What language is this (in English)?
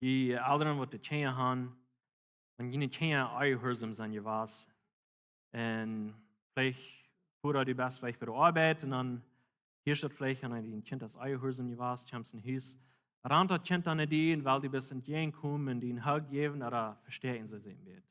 Plautdietsch